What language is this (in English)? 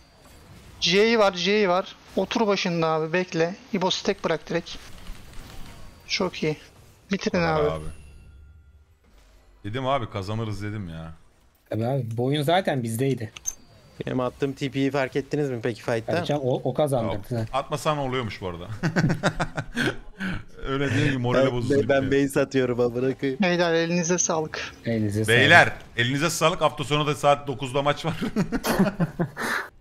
Turkish